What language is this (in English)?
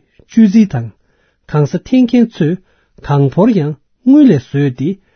Tibetan